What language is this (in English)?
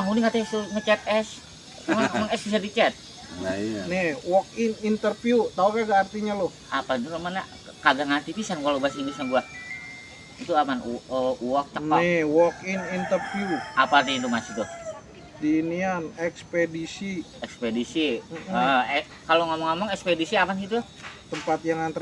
Betawi